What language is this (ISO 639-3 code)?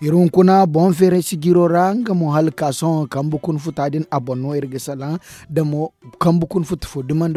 dje